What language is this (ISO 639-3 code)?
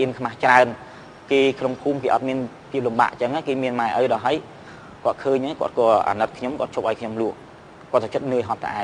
khm